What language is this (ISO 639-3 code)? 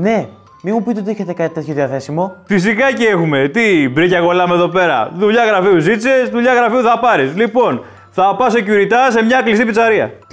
ell